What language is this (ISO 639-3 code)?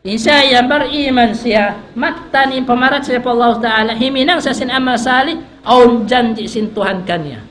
tsg